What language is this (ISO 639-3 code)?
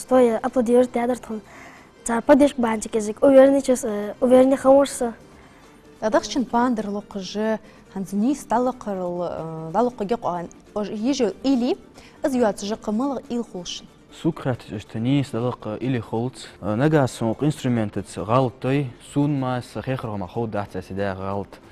inh